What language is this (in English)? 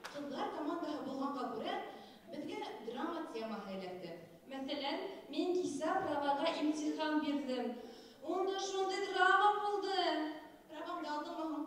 Bashkir